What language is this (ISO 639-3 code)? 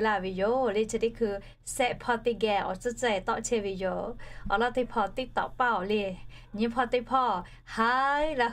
lhu